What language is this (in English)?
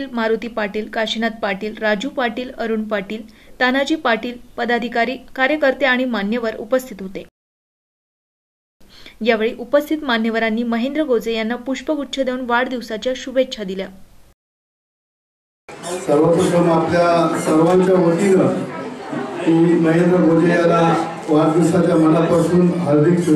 Marathi